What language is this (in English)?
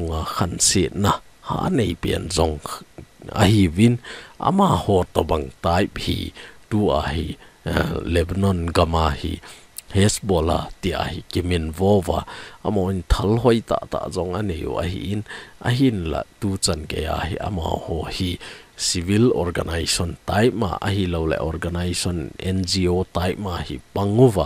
Thado Chin